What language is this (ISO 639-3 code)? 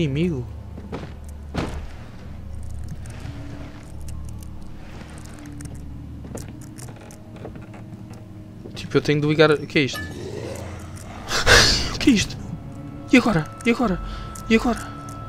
por